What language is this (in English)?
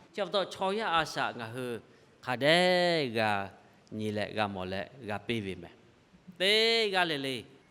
Lahu